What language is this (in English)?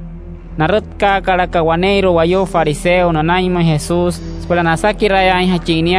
Wayuu